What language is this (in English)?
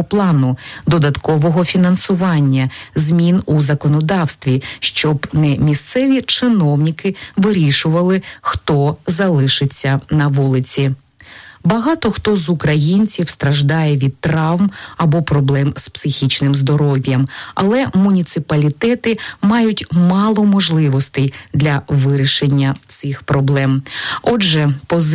Ukrainian